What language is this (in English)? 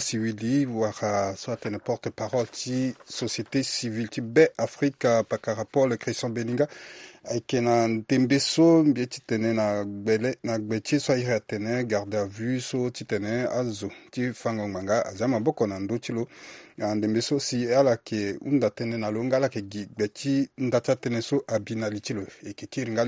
Sango